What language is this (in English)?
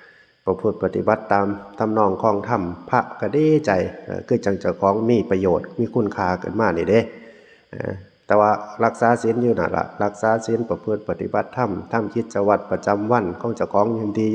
Northeastern Thai